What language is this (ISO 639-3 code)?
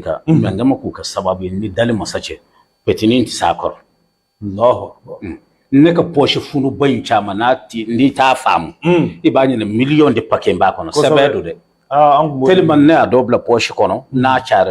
bam